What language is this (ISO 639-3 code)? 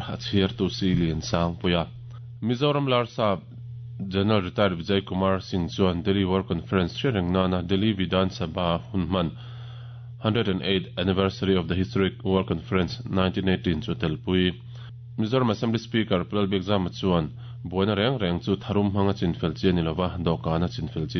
lus